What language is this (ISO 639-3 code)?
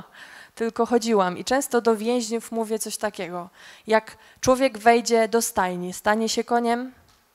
pol